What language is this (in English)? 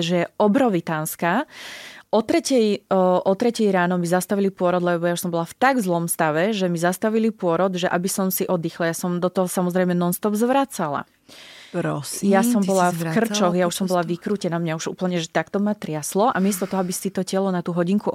Slovak